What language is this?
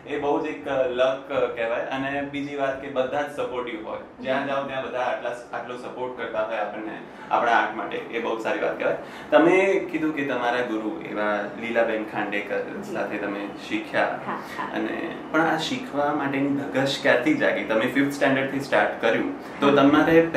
Gujarati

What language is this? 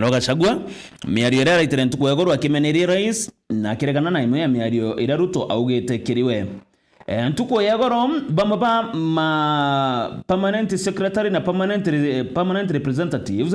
Meru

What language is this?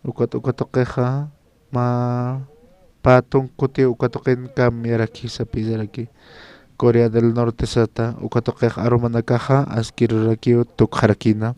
Aymara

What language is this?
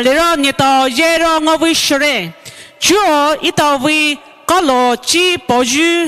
Poumei Naga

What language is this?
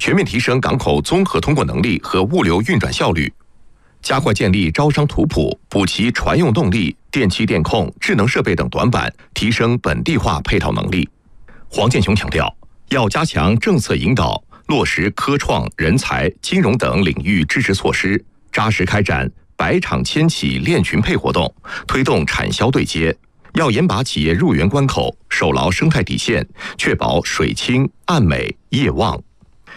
Chinese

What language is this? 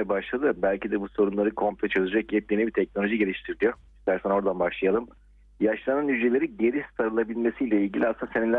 Turkish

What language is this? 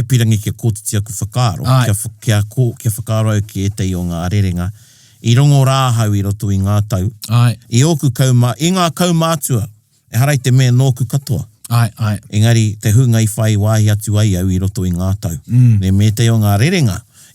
Māori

